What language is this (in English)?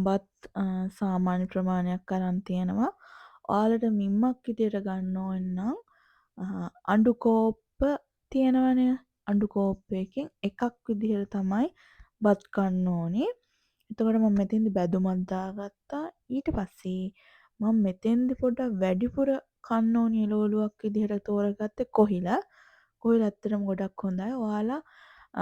Sinhala